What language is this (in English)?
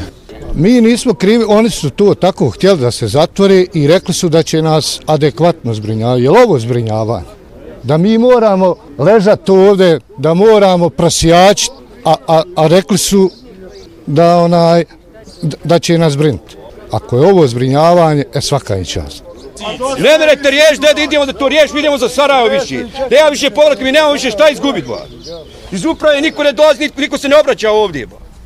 Bosnian